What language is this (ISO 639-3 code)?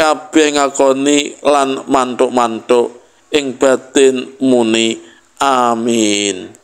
jav